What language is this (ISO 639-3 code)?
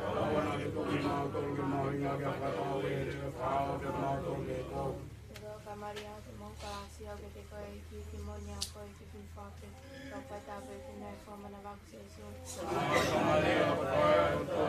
ton